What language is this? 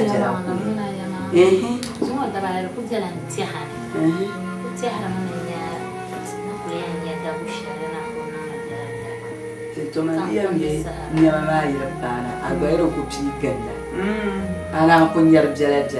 Dagbani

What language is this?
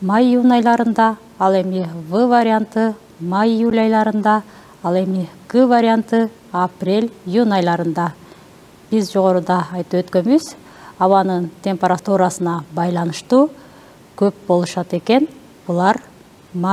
Kyrgyz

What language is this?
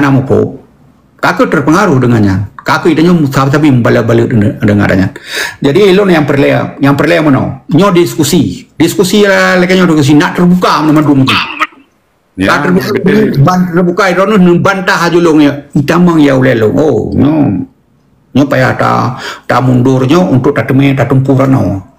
Achinese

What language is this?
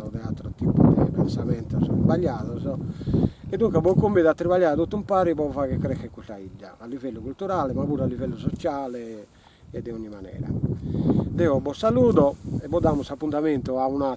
Sardinian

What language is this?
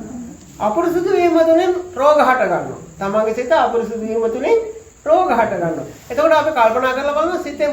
Sinhala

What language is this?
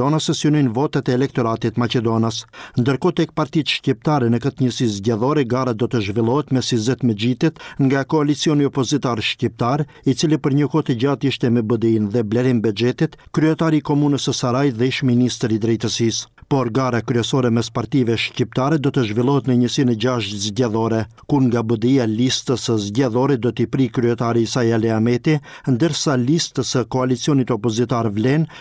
Albanian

